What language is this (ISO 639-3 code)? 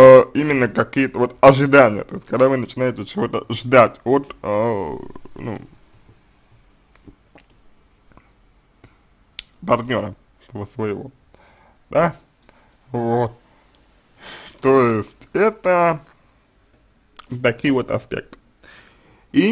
rus